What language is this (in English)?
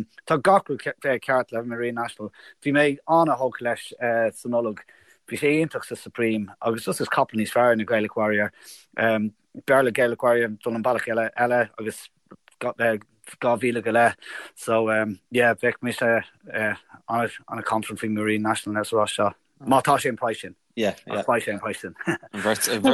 Irish